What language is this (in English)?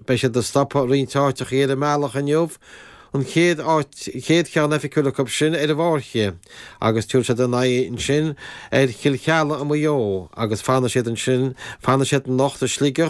Irish